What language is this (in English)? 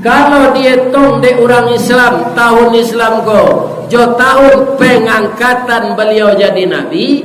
Minangkabau